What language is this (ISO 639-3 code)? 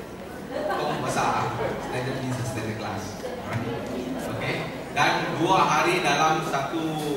msa